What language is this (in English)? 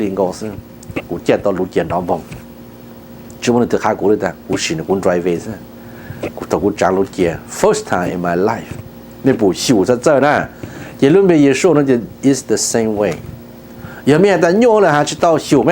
Hmong